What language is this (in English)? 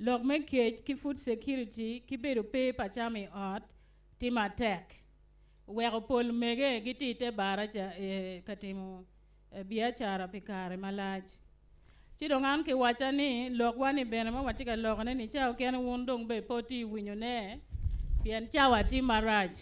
Acoli